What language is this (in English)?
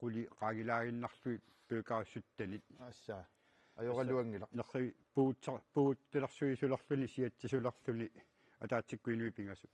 Kalaallisut